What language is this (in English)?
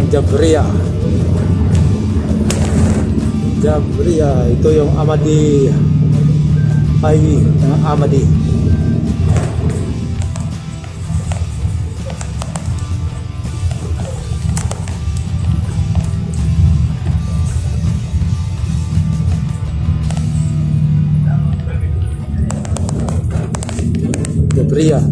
Filipino